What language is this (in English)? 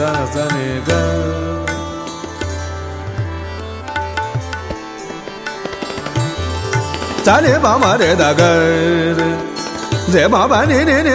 Hindi